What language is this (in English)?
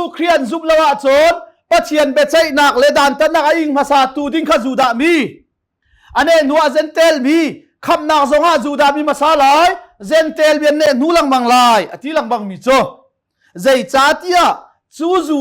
Hakha Chin